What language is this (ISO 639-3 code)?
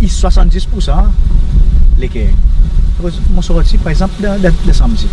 crs